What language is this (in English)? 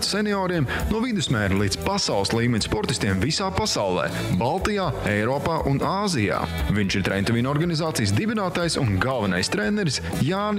Latvian